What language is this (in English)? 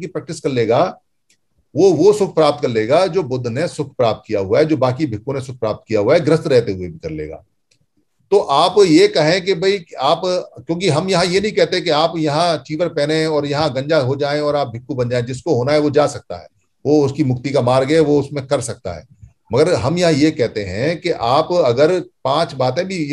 Hindi